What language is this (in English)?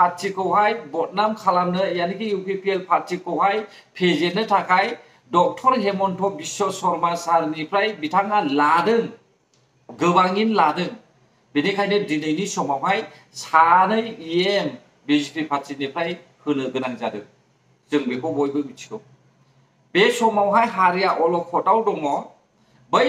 Bodo